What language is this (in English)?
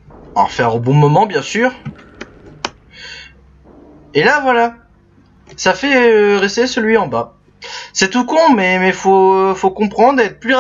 French